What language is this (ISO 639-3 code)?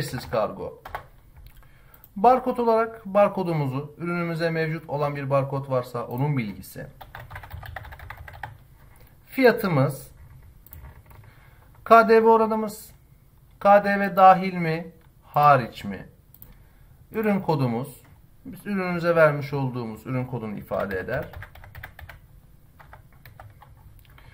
tur